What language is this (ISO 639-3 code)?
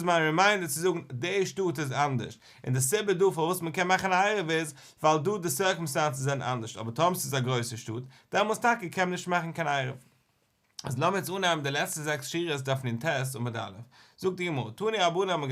yid